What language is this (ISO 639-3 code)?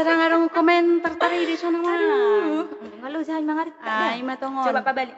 bbc